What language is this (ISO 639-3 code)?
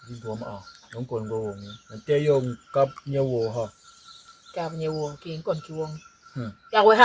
bas